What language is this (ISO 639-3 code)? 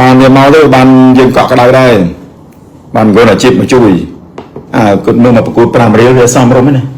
khm